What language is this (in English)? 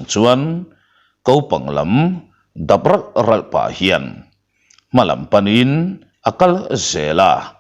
Mizo